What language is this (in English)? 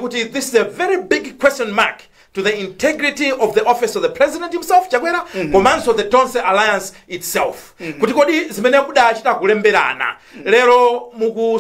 Nyanja